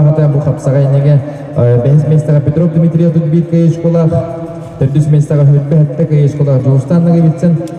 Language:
Yakut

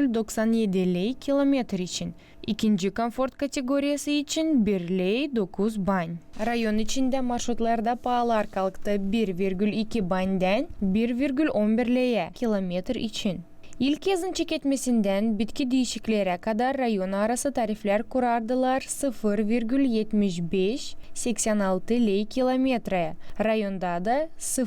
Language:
Gagauz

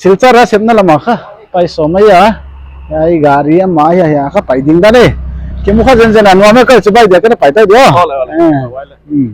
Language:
Paite Chin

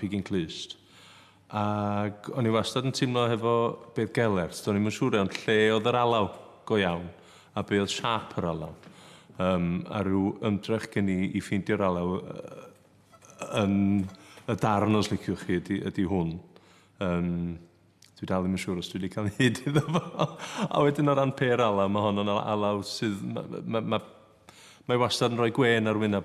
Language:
Welsh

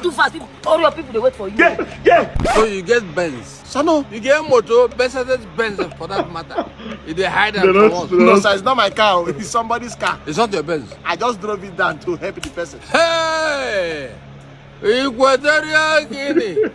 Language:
Nigerian Pidgin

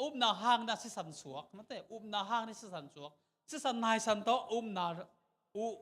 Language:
Tedim Chin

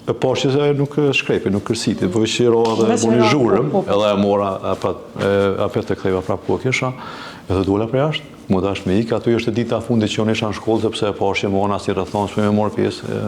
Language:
Albanian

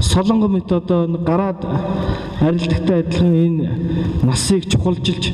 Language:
Mongolian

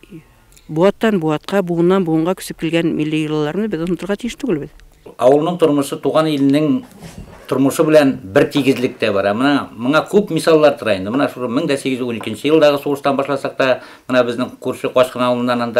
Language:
Bashkir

